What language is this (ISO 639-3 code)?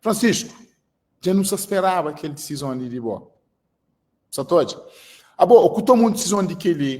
kea